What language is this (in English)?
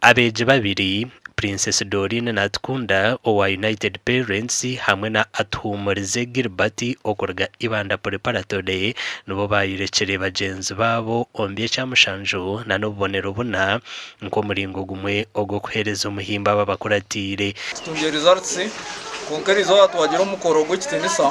Nyankole